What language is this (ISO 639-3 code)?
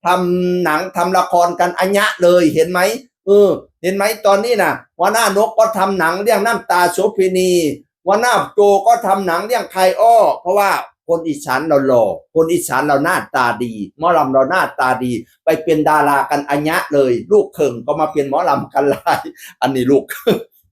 tts